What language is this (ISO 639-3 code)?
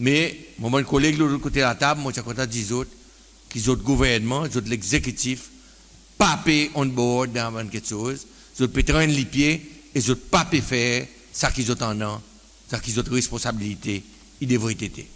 crs